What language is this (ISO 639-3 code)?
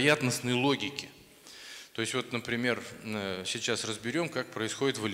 rus